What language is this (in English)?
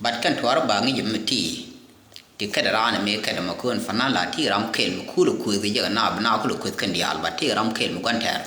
Nuer